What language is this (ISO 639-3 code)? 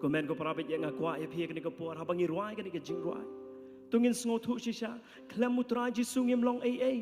kha